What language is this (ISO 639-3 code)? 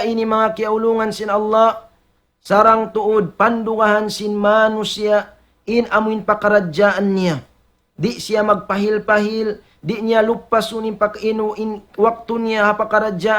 tsg